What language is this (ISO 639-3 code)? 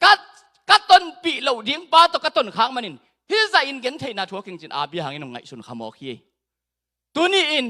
ctd